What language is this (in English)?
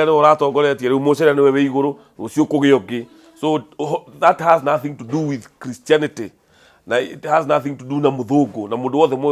Kikuyu